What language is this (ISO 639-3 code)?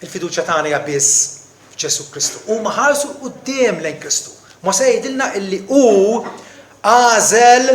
mlt